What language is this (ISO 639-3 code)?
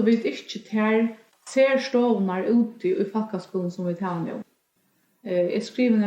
fao